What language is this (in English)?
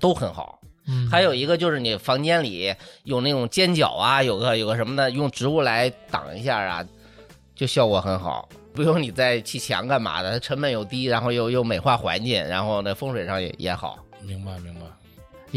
Chinese